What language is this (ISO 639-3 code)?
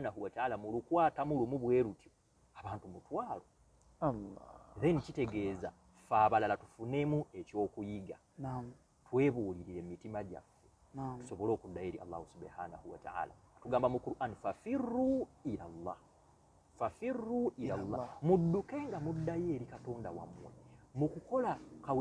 lug